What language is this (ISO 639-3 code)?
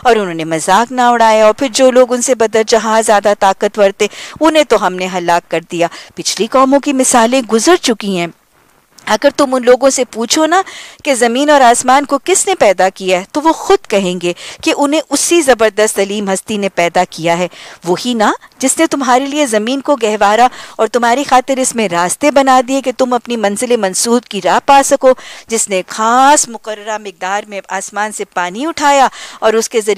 urd